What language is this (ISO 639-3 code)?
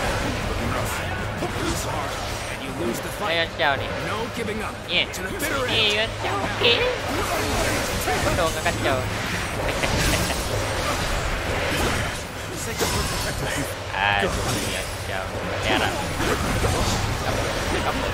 msa